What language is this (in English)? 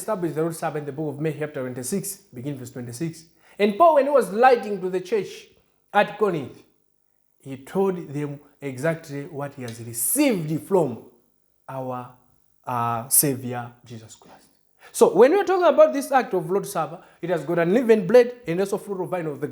English